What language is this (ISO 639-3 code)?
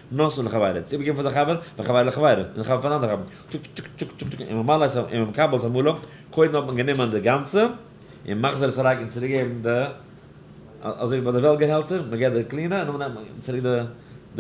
yid